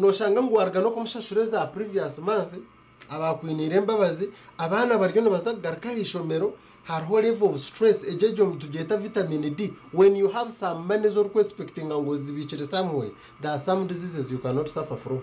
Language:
Nyankole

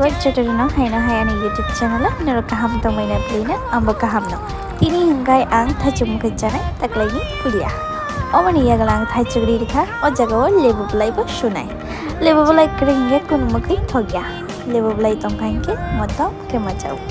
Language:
Kok Borok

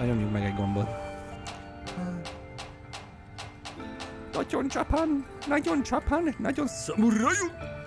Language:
Hungarian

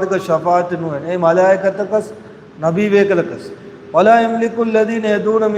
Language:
Divehi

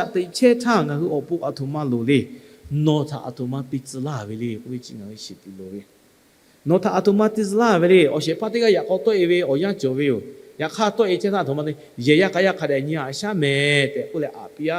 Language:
Lahu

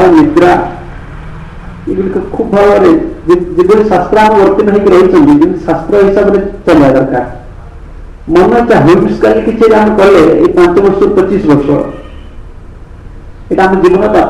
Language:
Odia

